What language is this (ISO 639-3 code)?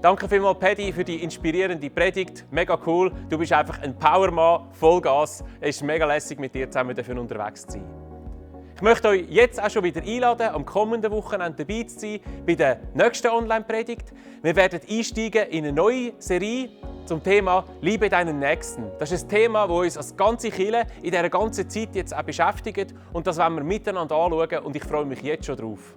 gsw